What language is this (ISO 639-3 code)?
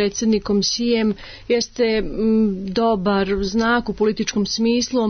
srp